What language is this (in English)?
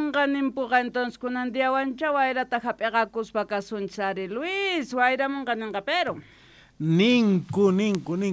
South Bolivian Quechua